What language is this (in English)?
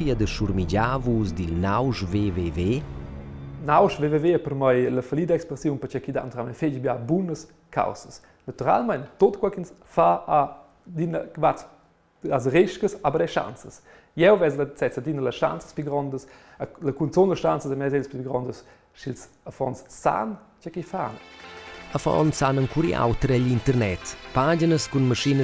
Romansh